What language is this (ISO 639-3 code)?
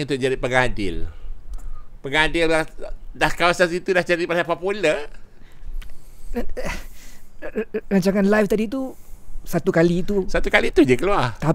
msa